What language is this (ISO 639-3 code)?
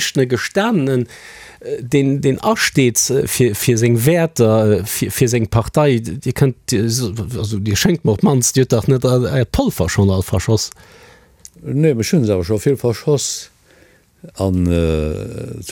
ltz